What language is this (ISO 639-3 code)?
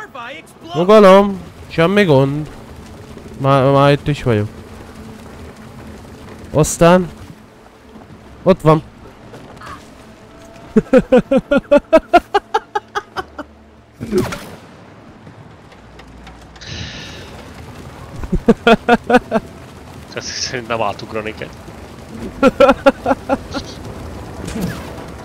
hun